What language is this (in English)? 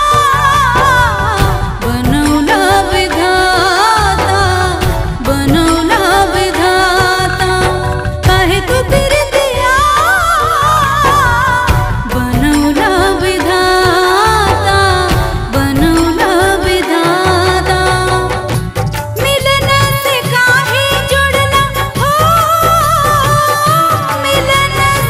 Bhojpuri